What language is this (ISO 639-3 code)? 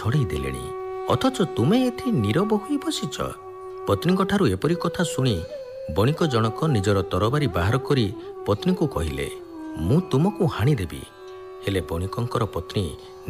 ori